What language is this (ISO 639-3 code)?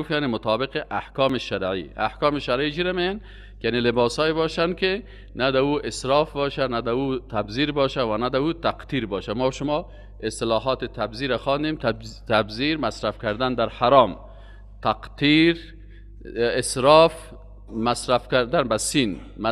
fas